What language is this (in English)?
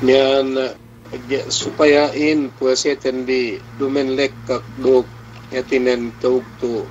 Yakan